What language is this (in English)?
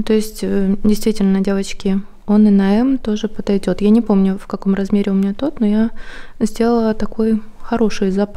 Russian